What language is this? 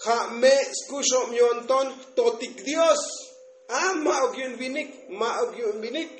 Tzotzil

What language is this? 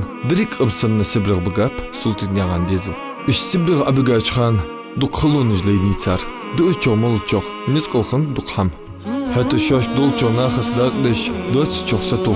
Ingush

